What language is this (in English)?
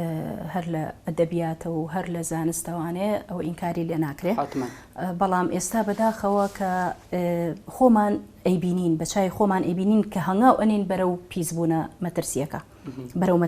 Central Kurdish